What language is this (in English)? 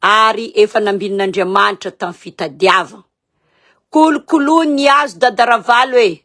Malagasy